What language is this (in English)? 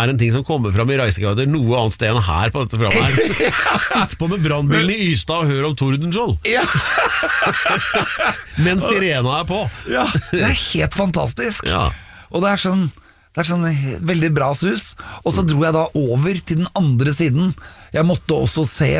Norwegian